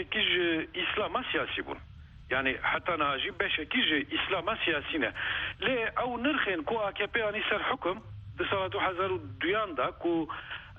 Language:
Kurdish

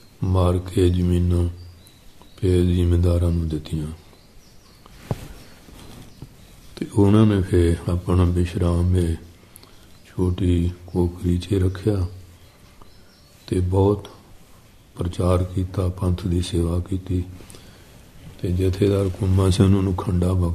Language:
Punjabi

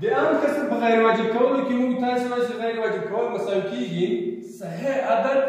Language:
Pashto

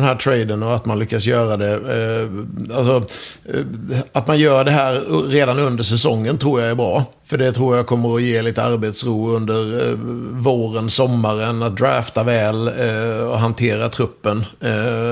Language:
Swedish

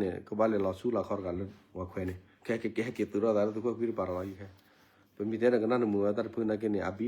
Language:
S'gaw Karen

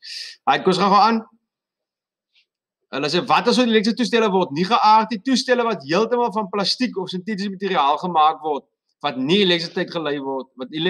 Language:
Afrikaans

